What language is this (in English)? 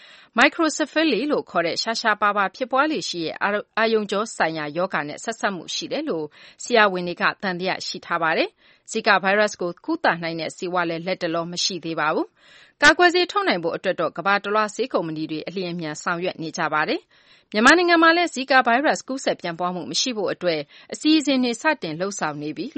Burmese